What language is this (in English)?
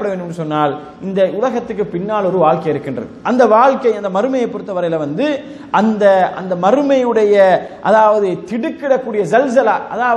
Tamil